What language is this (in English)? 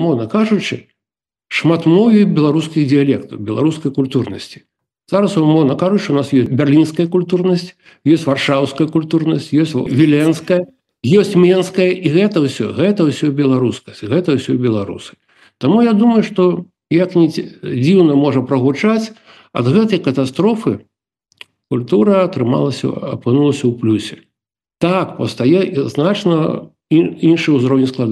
Belarusian